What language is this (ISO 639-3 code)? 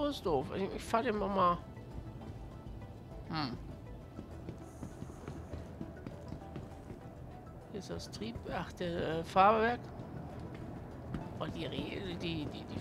deu